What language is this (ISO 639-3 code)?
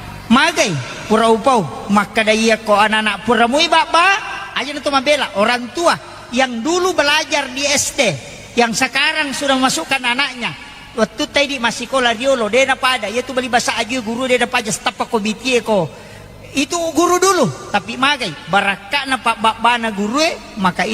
bug